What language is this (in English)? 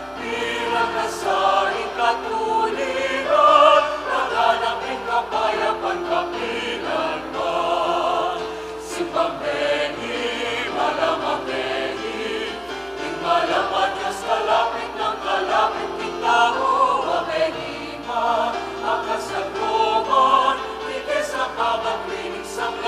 Pampanga